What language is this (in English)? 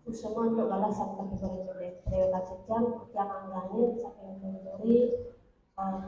Balinese